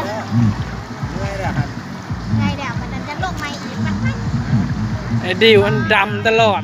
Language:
Lao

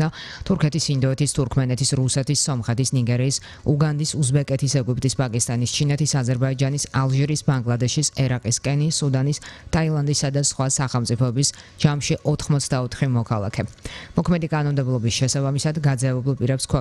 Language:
Georgian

